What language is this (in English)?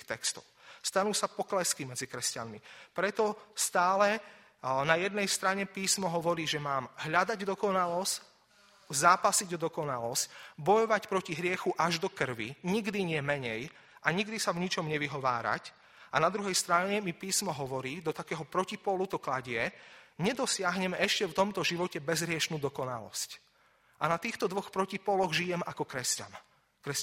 Slovak